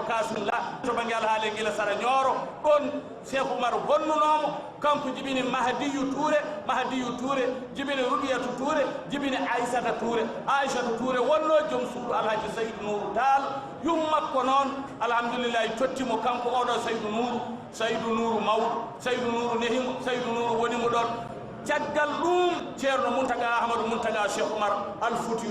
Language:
Fula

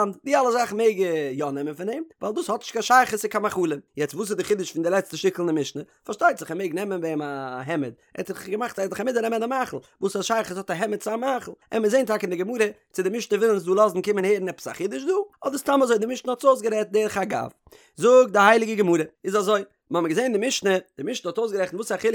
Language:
Yiddish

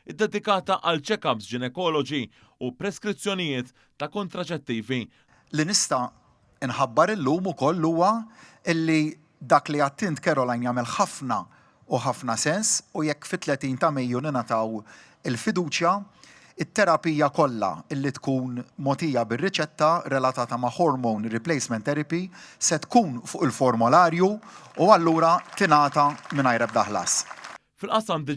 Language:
Maltese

